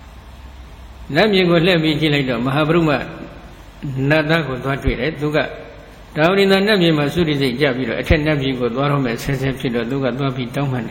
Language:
Burmese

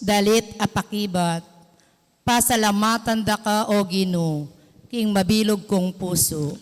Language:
Pampanga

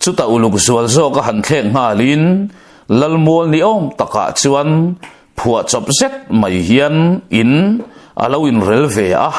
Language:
Mizo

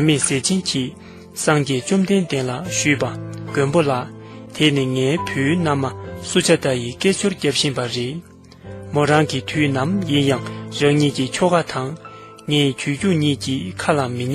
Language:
Tibetan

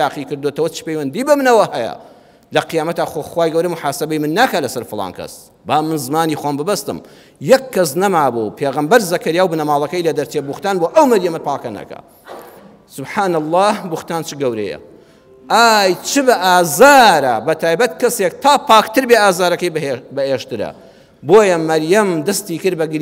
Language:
Central Kurdish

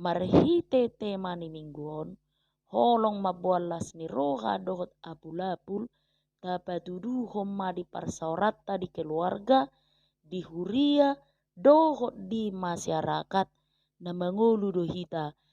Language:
Batak Toba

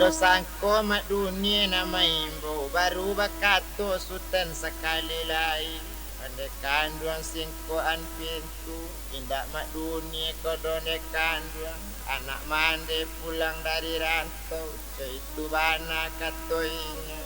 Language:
Minangkabau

